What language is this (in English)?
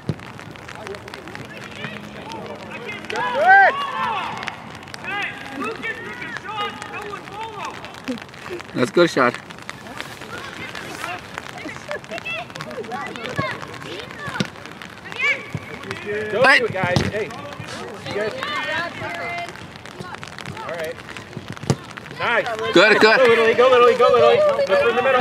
English